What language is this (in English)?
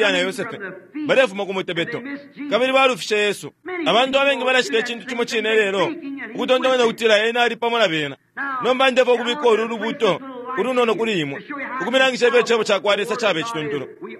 Bemba